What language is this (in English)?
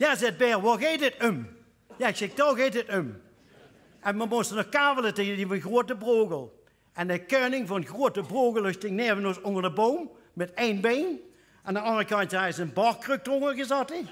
Limburgish